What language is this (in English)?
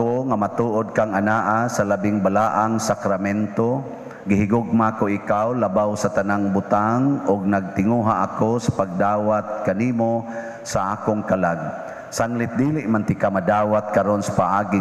Cebuano